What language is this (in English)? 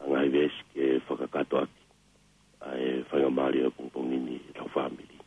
Tongan